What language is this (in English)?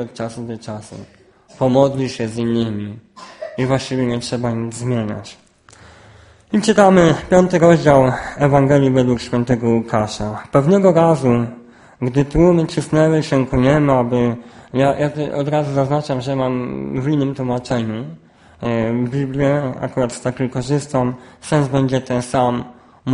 Polish